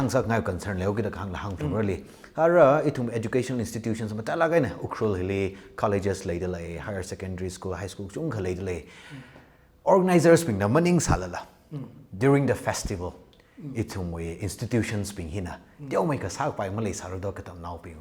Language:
Tangkhul Naga (India)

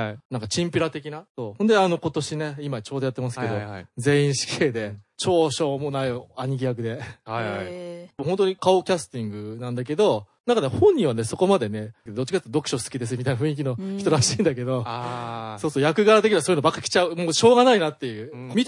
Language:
Japanese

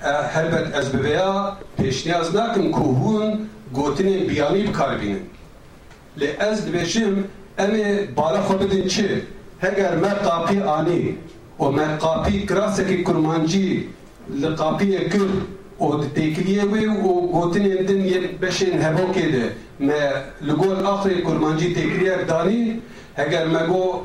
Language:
Kurdish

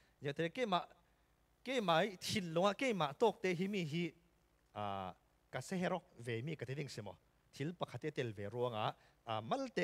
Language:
Falam Chin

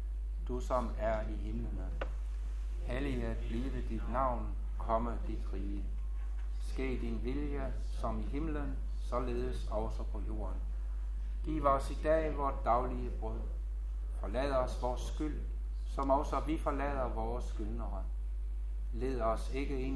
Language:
Danish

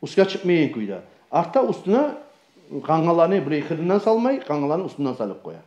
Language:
Kumyk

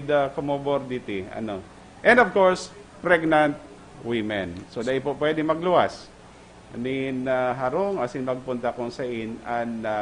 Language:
Bikol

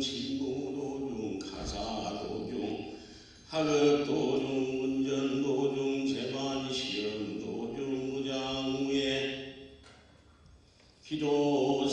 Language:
Korean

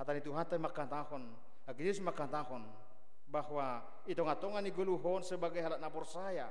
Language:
Batak Simalungun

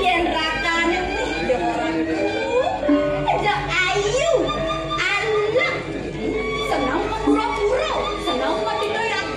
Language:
Balinese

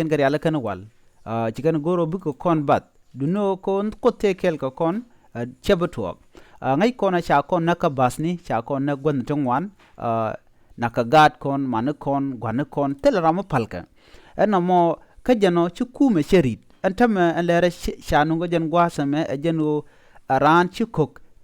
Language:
Nuer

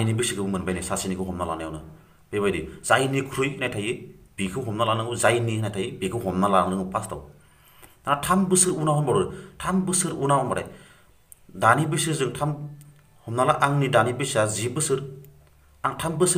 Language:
Bodo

